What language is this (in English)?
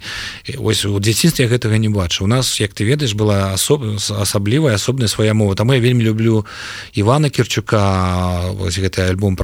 Belarusian